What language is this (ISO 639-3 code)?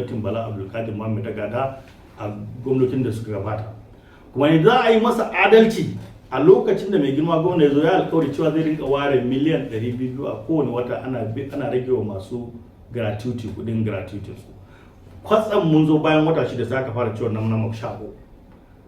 hau